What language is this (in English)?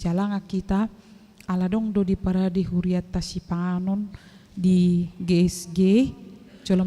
Batak Toba